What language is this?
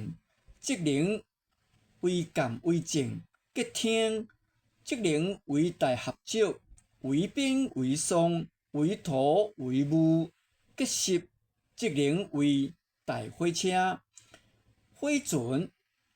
Min Nan Chinese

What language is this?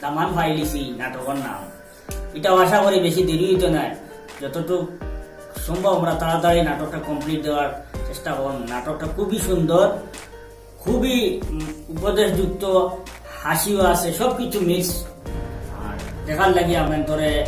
Sylheti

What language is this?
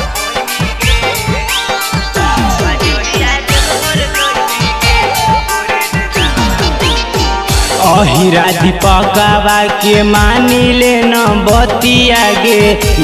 Bhojpuri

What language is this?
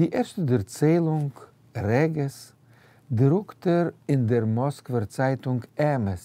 Yiddish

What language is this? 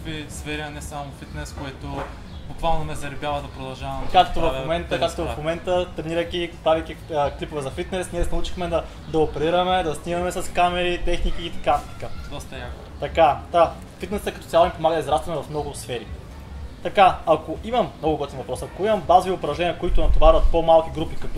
Bulgarian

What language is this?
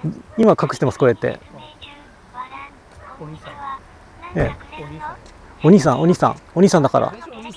Japanese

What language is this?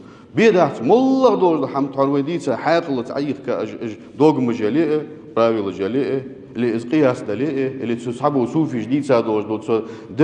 Ingush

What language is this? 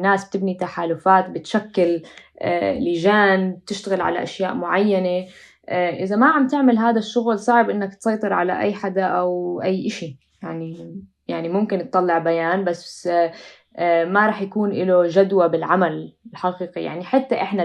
North Levantine Arabic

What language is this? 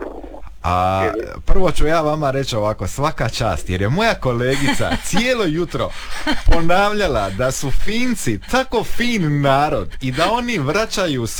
Croatian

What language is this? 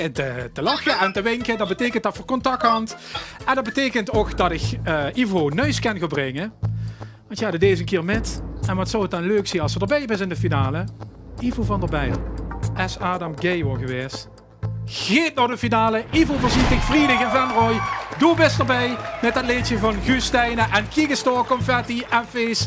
Limburgish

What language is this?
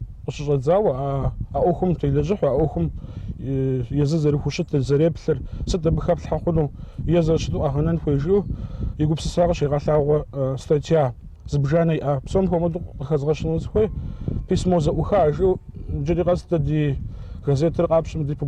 Kabardian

